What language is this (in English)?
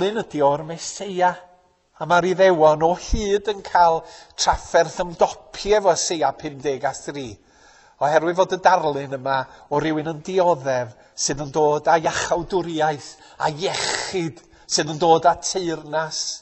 Welsh